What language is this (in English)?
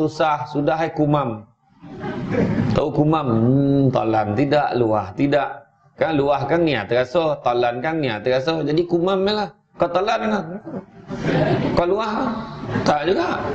Malay